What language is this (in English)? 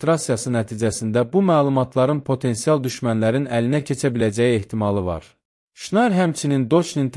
Azerbaijani